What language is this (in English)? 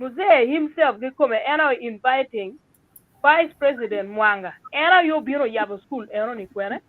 Acoli